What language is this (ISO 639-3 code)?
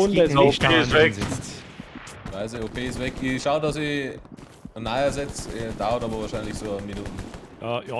bar